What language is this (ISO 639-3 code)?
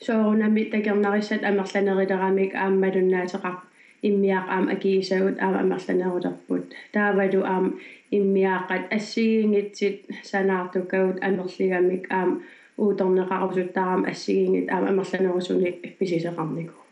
kal